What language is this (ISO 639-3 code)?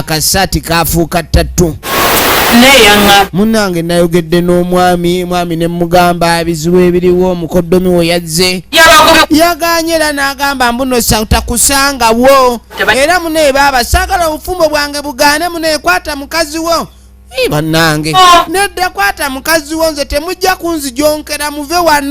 lug